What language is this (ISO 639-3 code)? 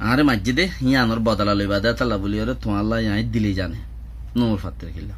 rhg